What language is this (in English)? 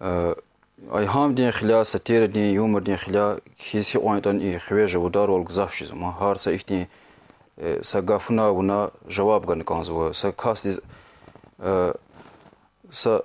Lezghian